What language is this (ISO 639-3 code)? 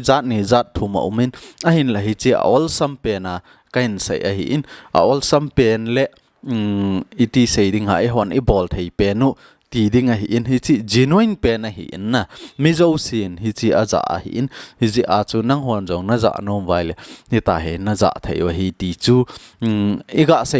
tcz